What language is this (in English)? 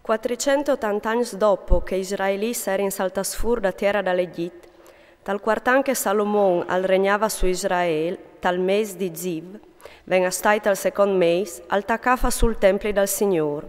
Friulian